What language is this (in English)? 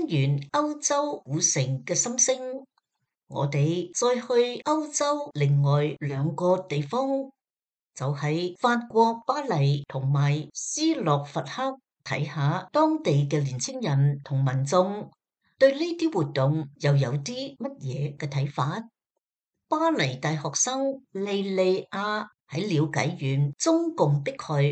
Cantonese